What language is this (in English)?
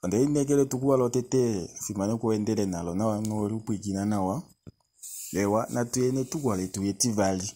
Kuanyama